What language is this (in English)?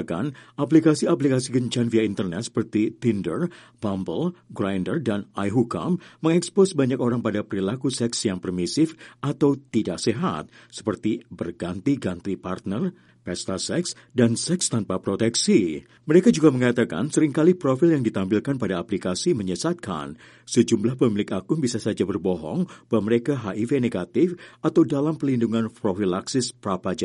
Indonesian